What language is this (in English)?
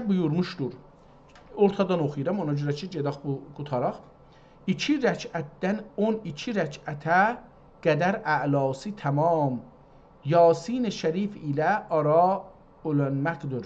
South Azerbaijani